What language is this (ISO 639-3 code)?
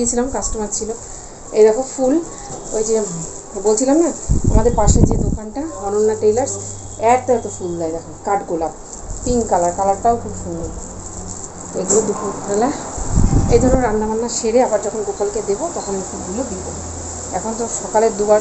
ben